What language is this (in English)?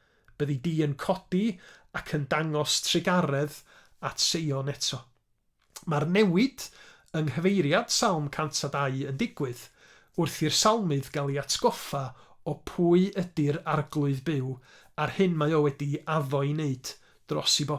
Welsh